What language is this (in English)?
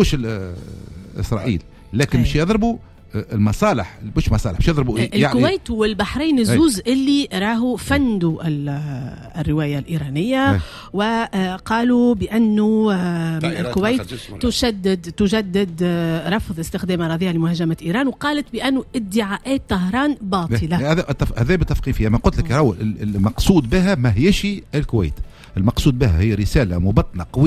Tunisian Arabic